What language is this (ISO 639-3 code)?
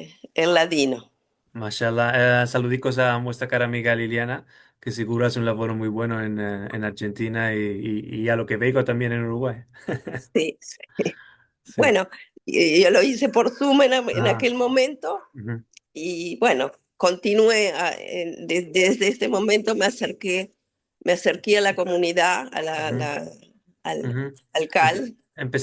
lad